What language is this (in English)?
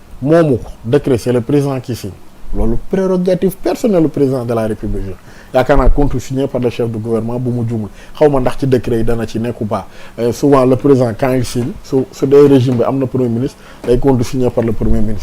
Wolof